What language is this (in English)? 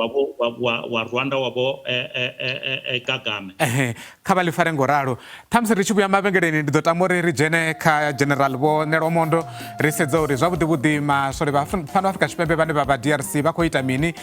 Venda